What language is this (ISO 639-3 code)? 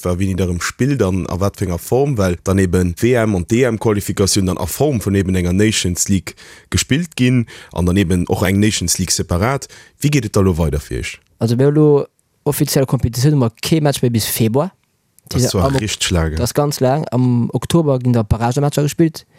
ltz